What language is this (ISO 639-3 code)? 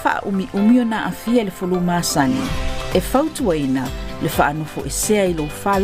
smo